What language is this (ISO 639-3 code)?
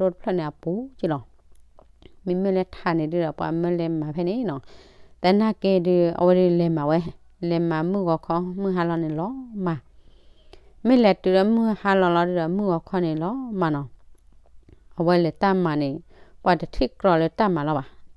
ksw